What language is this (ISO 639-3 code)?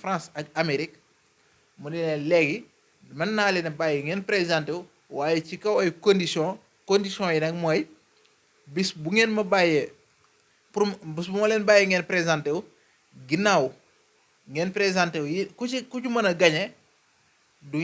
wol